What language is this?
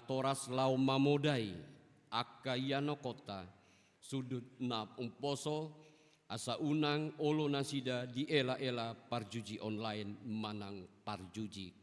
Batak Toba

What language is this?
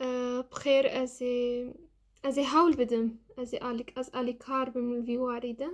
Kurdish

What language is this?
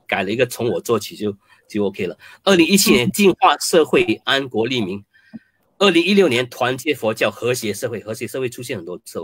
Chinese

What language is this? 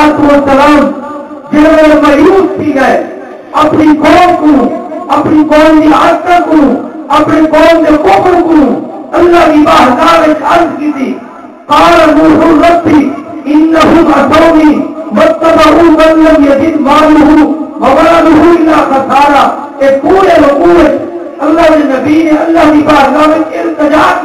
Saraiki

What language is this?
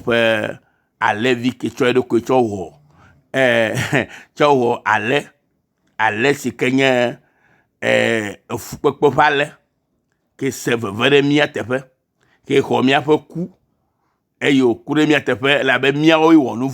Ewe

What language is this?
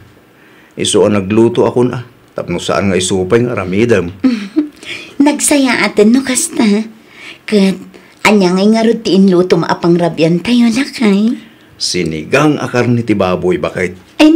Iloko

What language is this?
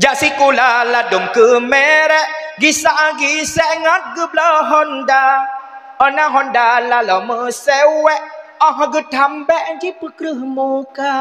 Achinese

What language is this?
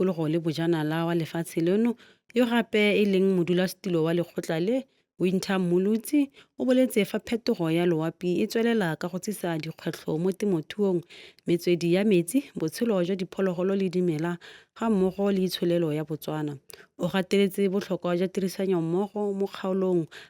Tswana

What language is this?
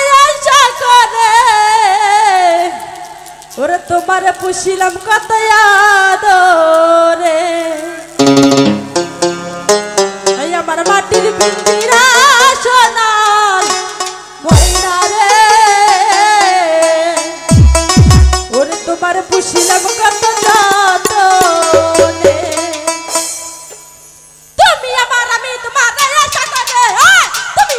Bangla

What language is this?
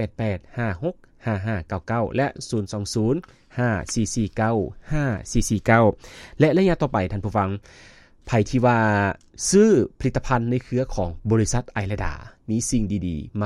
Lao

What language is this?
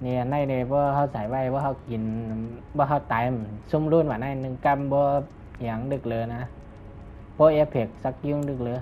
Shan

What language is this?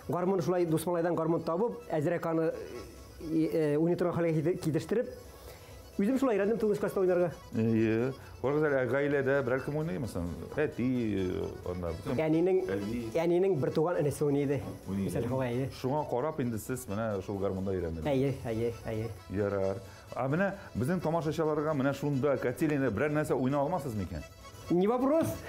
Tatar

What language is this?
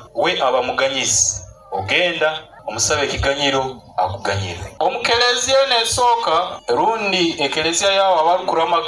Nyankole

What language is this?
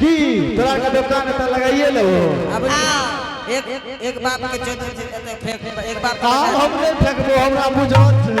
Angika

